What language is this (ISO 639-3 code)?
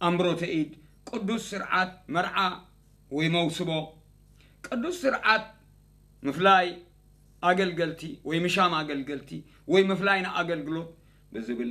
tir